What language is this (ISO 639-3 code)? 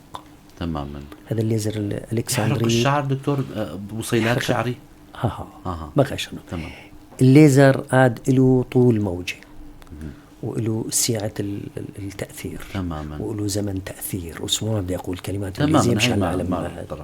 apc